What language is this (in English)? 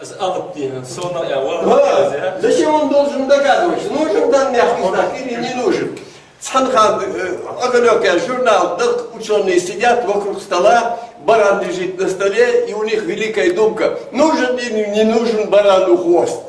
Ingush